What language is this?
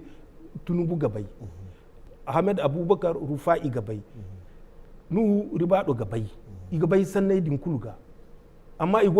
Zarma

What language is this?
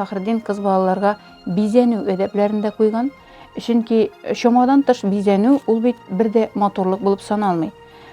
Tatar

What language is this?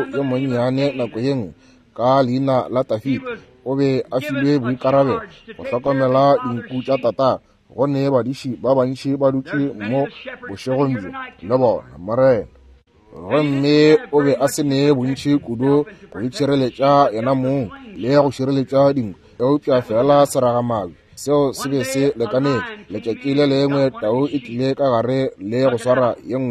Northern Sotho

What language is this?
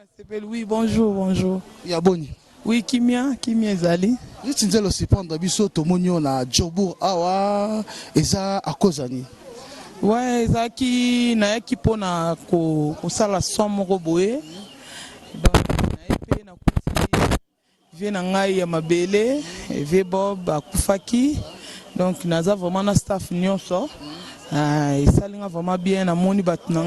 Lingala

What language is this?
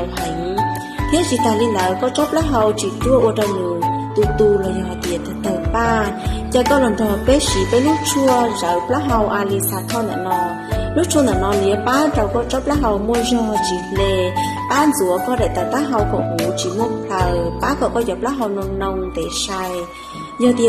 Hmong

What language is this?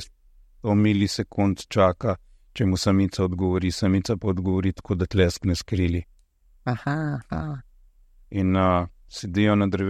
Slovenian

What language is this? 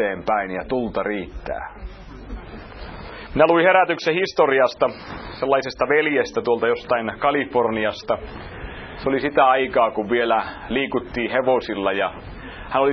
Finnish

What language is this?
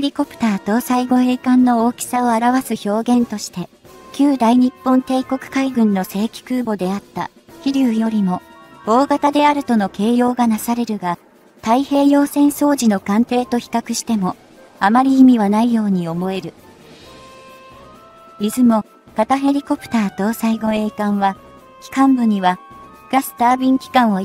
Japanese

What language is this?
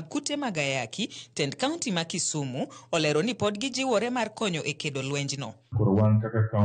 Luo (Kenya and Tanzania)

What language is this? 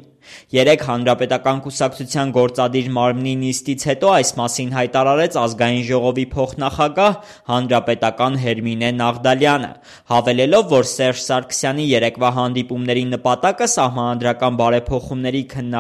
Armenian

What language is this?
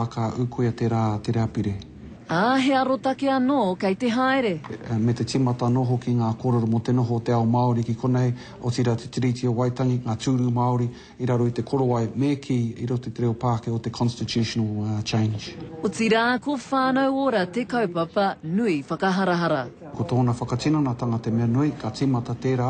Māori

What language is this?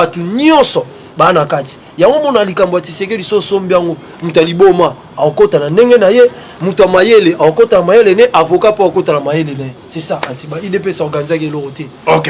Lingala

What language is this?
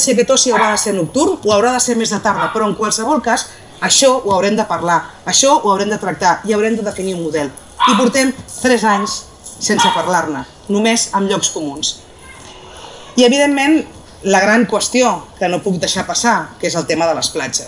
Catalan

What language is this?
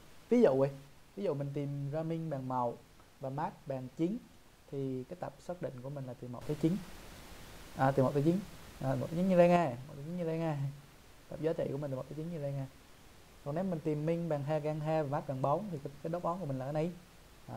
Vietnamese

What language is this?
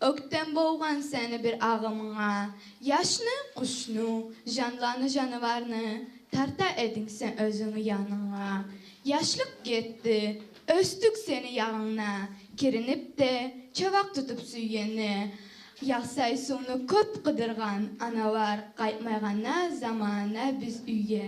Kumyk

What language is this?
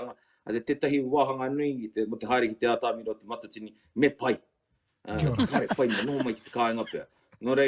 Māori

